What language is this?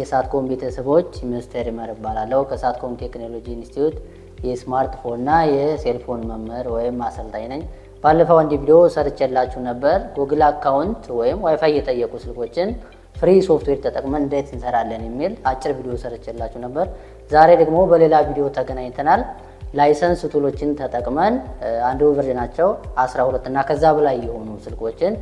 Amharic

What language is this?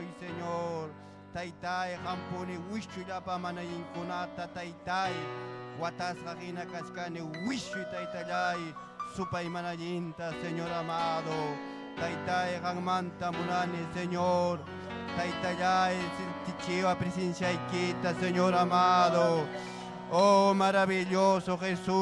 Ayacucho Quechua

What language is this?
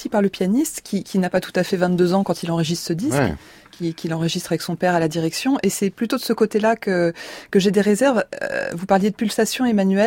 French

